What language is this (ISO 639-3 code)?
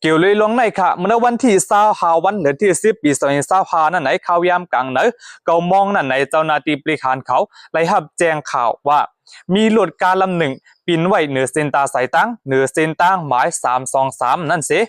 shn